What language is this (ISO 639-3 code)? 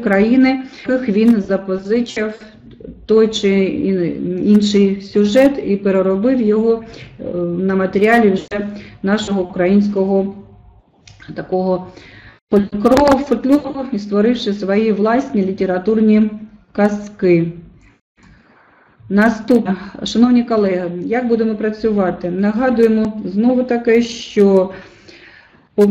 ukr